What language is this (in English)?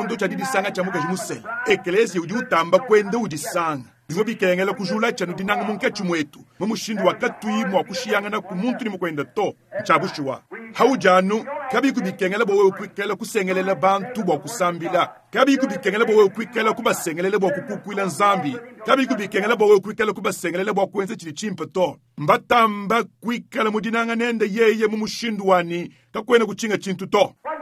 Luba-Lulua